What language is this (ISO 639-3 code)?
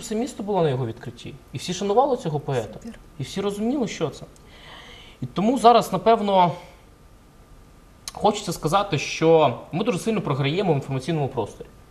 ukr